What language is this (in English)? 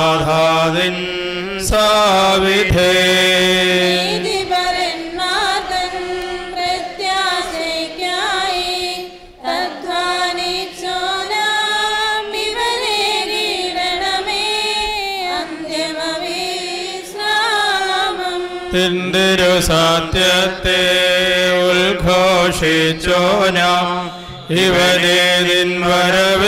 Malayalam